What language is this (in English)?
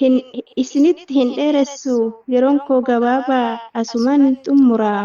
Oromo